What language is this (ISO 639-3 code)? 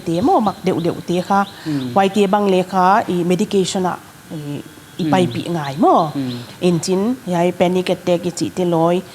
pck